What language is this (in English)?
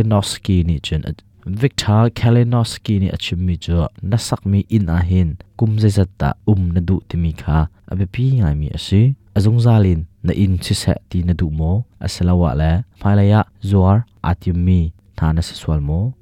Hakha Chin